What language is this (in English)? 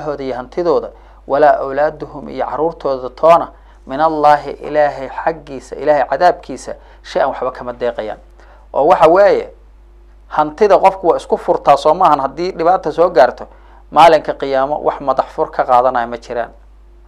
Somali